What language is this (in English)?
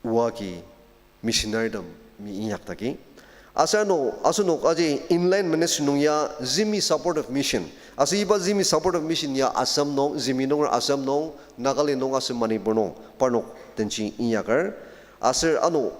Ao Naga